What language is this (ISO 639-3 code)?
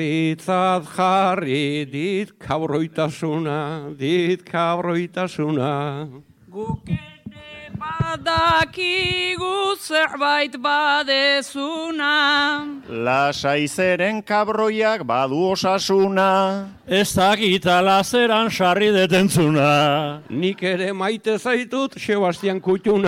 eus